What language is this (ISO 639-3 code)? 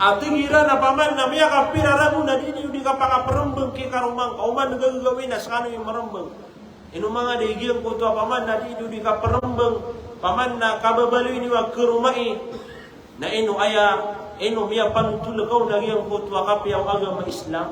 mrw